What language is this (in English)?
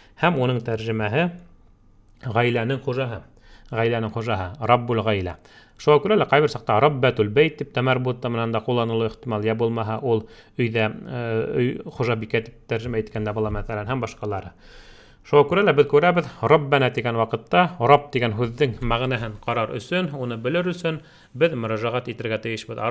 Bashkir